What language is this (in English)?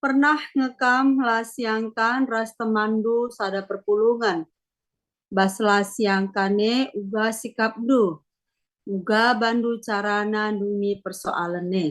Batak Karo